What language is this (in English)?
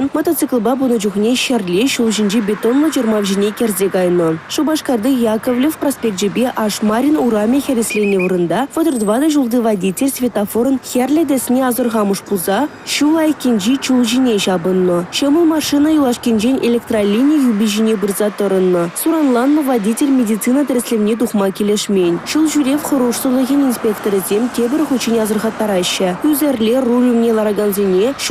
Chuvash